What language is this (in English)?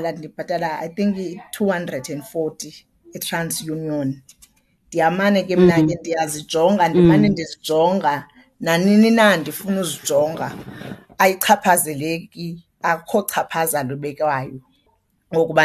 Xhosa